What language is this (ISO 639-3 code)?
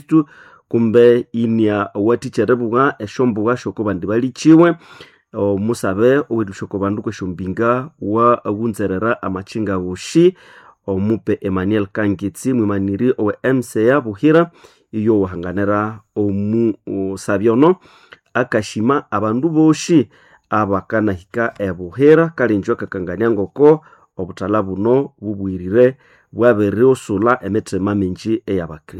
nnb